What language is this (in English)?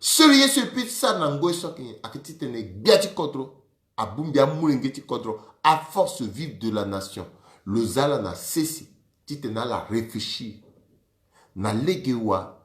Sango